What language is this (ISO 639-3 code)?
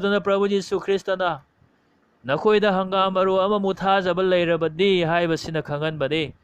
mni